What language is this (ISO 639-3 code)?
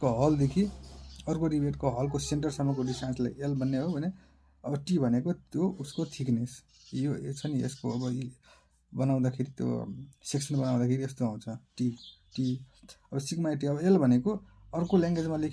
nep